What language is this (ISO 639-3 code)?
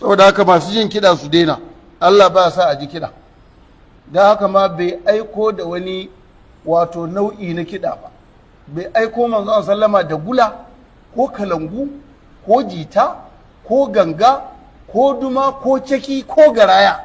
hau